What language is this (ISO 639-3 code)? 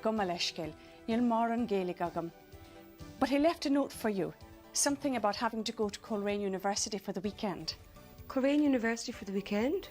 gle